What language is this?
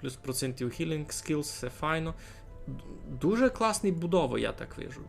Rusyn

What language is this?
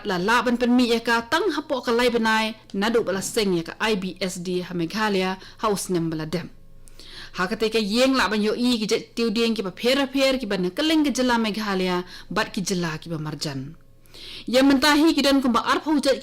Khasi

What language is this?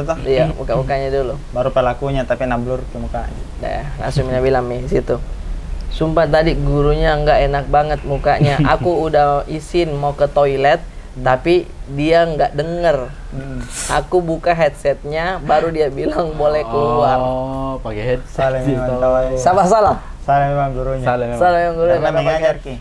Makassar Malay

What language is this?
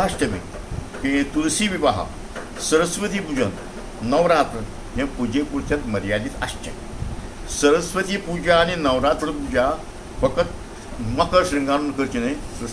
Konkani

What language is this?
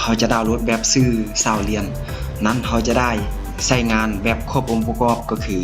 Lao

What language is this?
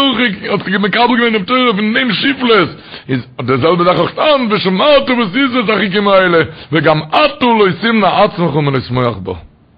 Yiddish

